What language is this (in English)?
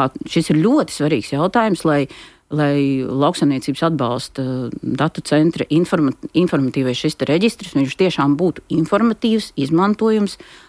Latvian